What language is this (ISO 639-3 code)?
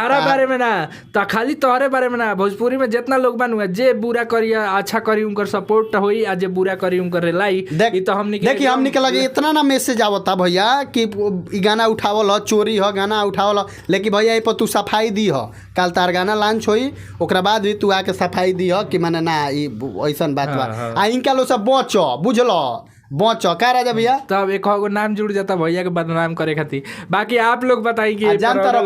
bho